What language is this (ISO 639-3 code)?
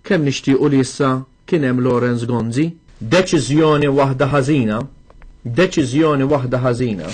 mlt